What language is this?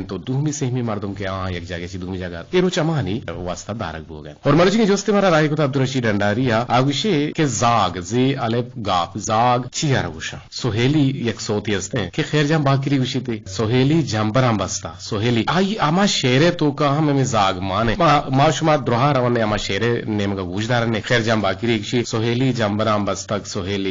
Eastern Balochi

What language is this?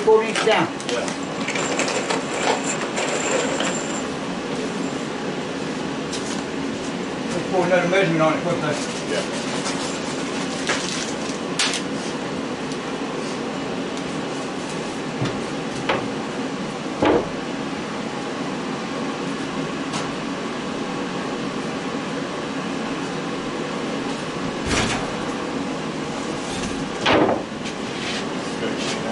English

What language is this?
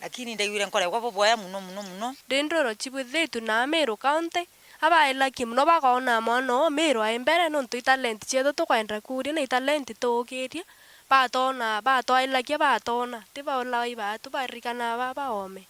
Meru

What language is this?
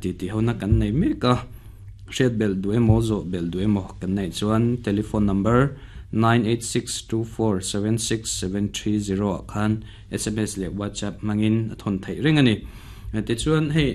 Mizo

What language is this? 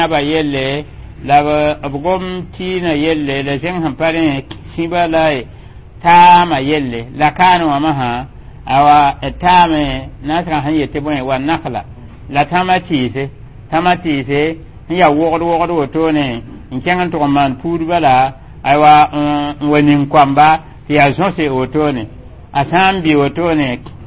Mossi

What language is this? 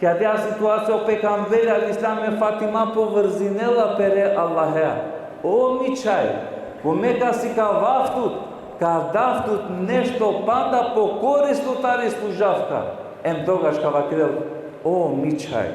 Balkan Romani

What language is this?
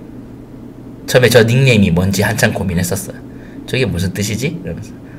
Korean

